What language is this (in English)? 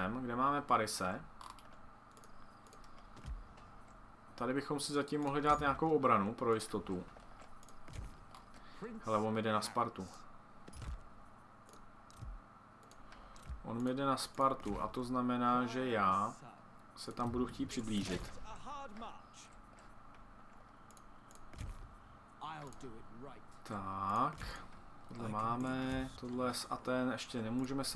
Czech